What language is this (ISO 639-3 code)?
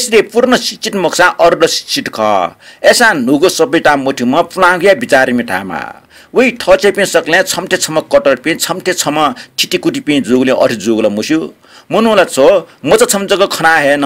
new